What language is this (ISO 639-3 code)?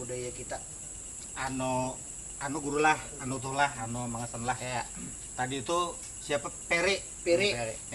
bjn